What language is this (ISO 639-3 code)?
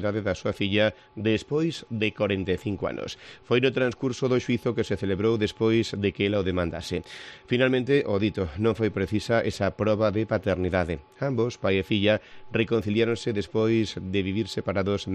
glg